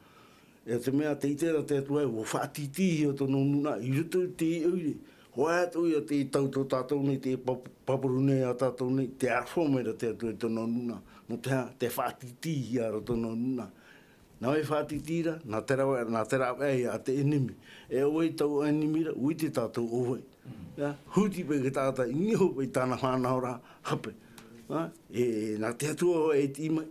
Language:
Tahitian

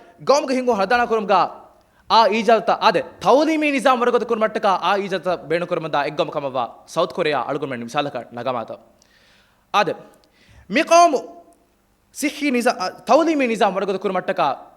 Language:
Divehi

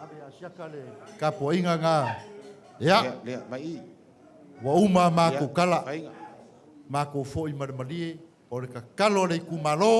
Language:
Samoan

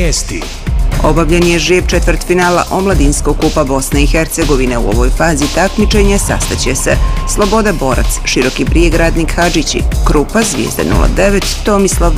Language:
Bosnian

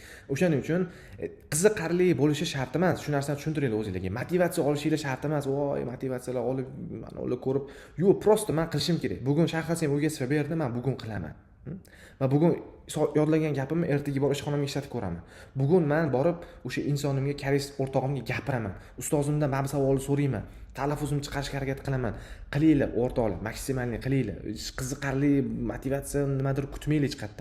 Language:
Uzbek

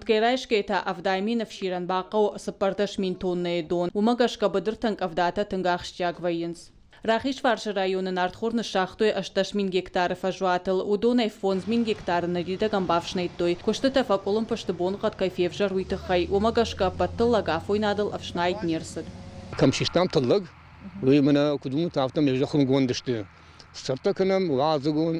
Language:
Ossetic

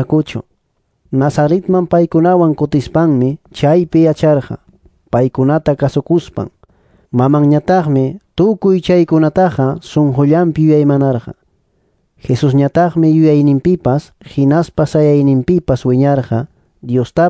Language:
Ayacucho Quechua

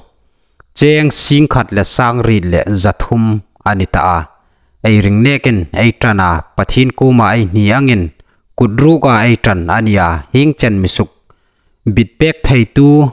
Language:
Hmar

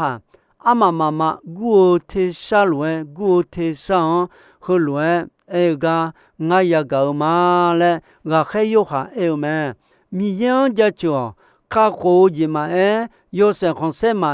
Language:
Akha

